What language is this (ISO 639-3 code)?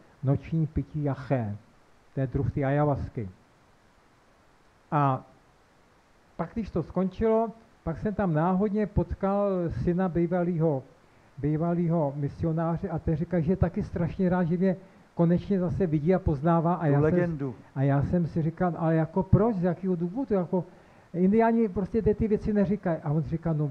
ces